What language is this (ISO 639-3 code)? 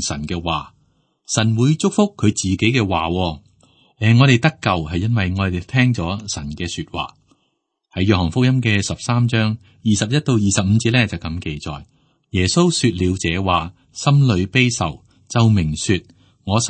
yue